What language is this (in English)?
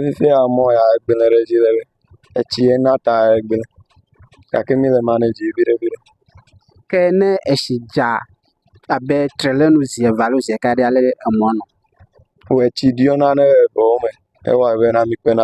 Ewe